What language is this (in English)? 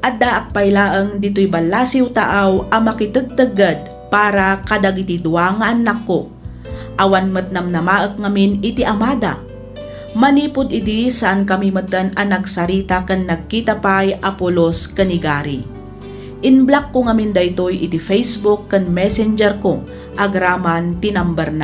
Iloko